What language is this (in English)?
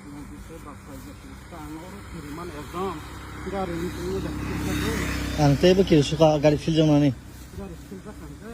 Kok Borok